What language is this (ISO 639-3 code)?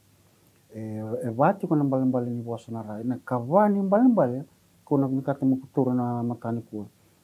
fij